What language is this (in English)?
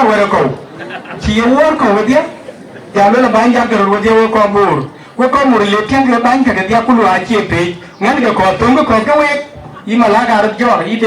Dinka